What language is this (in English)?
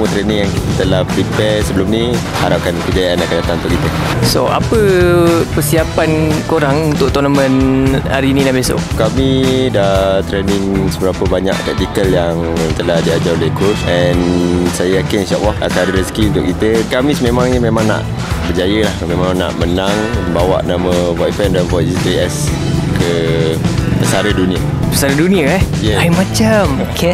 Malay